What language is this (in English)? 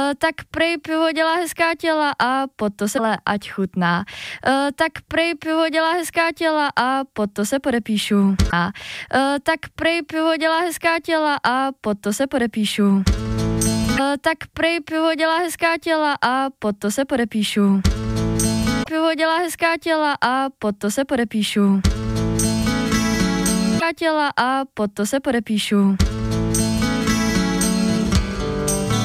Czech